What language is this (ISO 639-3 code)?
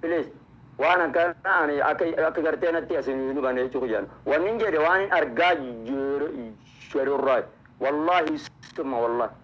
orm